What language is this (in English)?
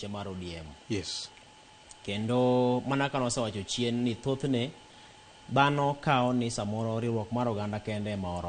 Luo (Kenya and Tanzania)